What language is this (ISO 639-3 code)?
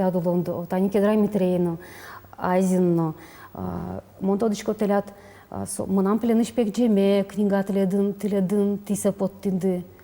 udm